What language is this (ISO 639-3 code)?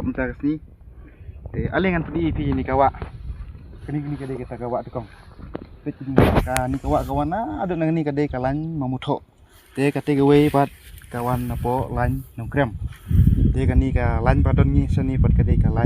kha